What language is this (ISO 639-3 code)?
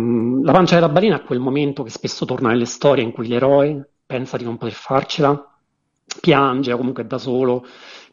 ita